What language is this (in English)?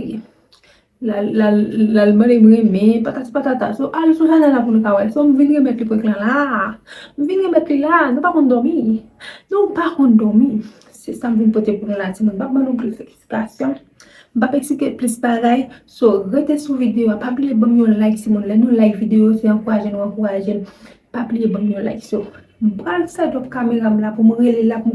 Haitian Creole